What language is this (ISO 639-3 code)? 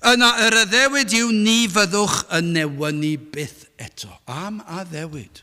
cym